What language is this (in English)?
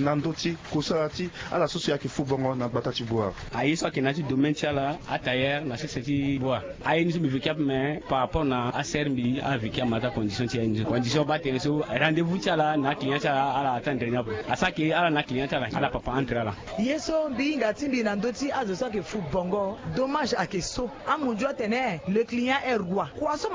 Sango